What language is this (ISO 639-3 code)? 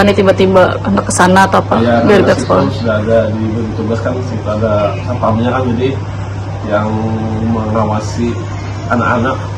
bjn